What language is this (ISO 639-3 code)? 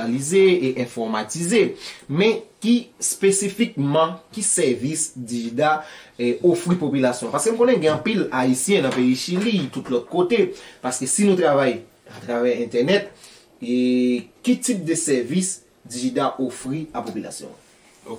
hat